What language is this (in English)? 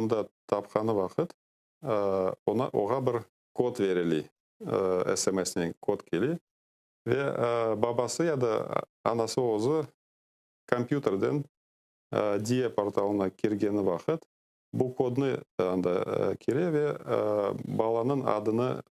Crimean Tatar